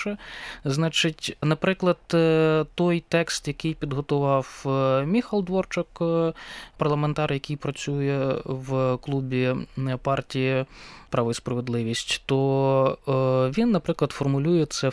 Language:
Ukrainian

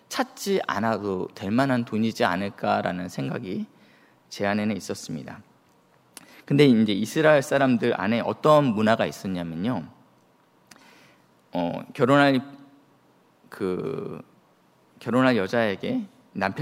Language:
Korean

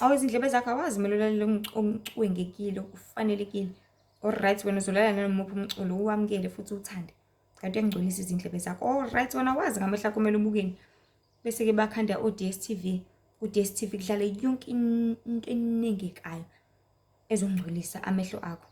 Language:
Zulu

